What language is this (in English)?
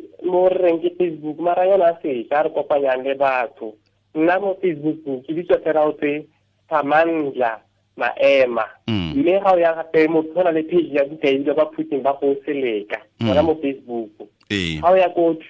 Tswana